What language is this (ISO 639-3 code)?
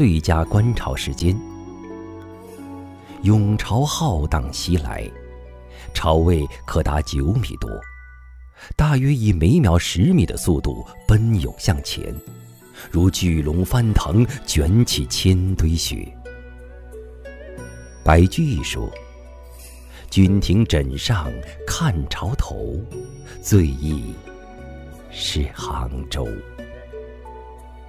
zho